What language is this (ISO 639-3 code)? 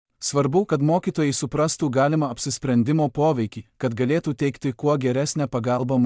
lit